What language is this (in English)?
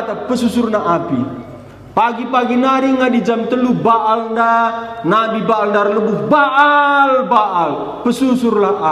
Batak Karo